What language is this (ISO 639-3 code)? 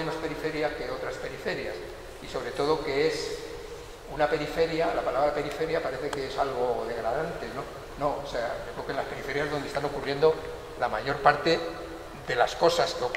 spa